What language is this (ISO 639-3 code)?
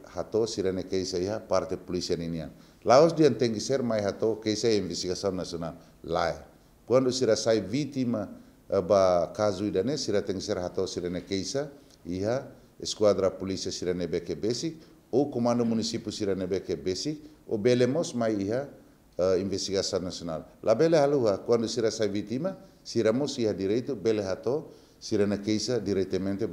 tet